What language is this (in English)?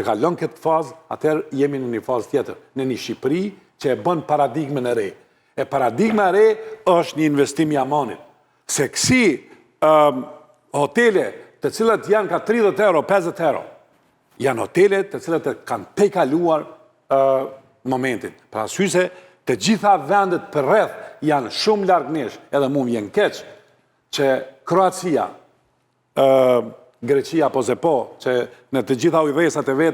Albanian